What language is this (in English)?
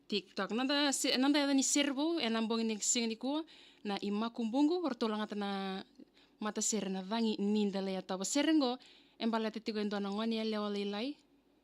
Fijian